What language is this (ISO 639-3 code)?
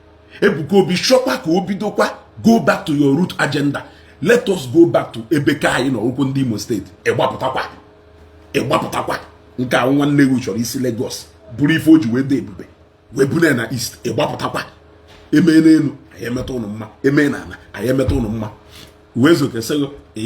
ibo